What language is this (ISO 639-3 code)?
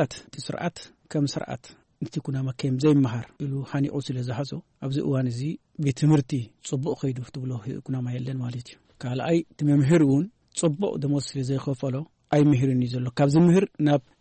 tir